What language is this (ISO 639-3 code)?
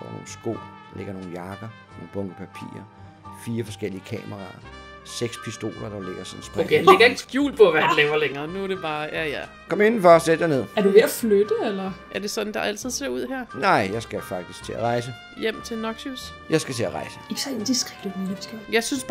dan